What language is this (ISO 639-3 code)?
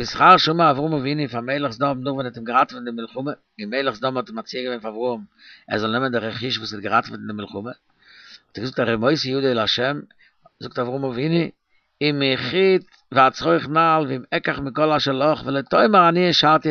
yid